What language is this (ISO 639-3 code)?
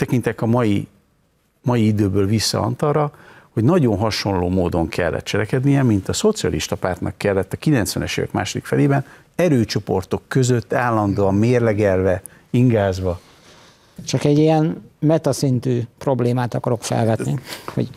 hun